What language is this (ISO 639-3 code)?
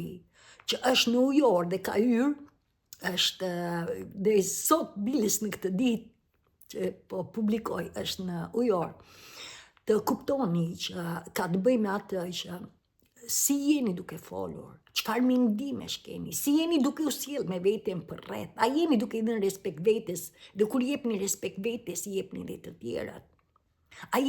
sqi